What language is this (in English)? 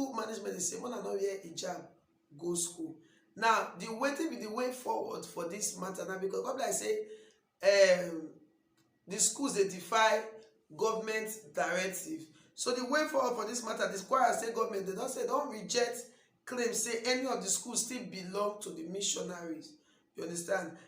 Nigerian Pidgin